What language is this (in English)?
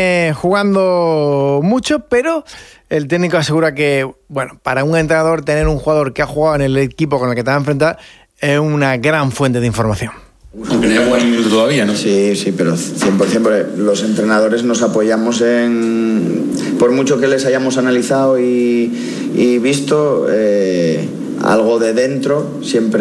Spanish